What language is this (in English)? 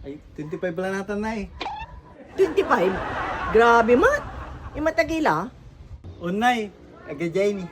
Pangasinan